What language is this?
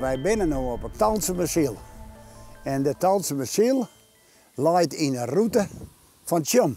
Western Frisian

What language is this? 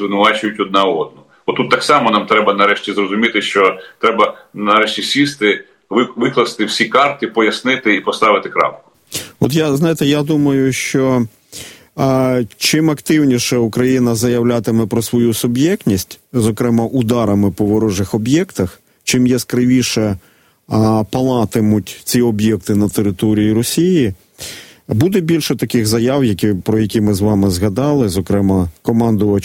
Ukrainian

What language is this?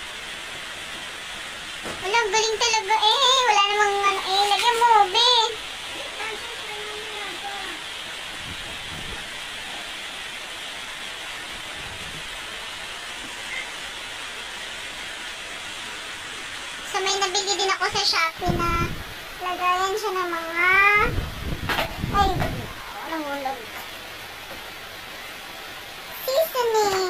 Filipino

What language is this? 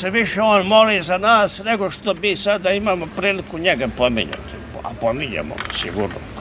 Serbian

